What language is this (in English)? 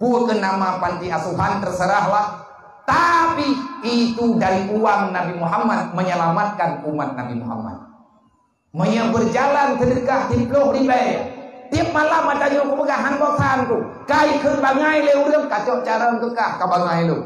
Achinese